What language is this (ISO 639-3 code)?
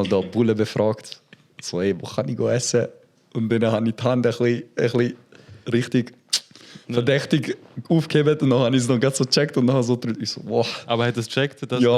gsw